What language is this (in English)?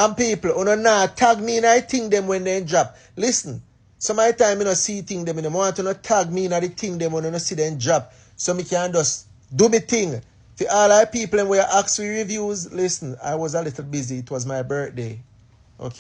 Jamaican Creole English